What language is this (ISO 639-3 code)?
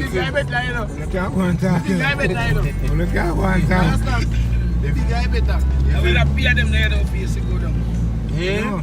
jam